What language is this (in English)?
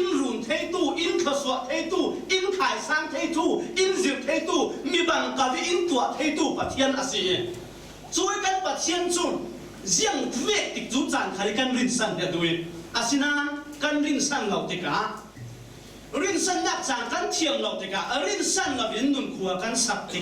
Falam Chin